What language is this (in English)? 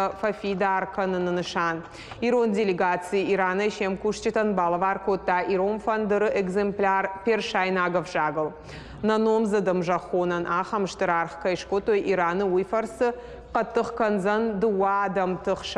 Ossetic